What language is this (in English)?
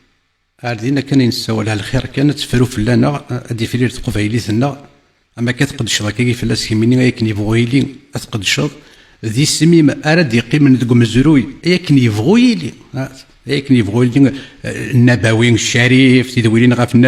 Kabyle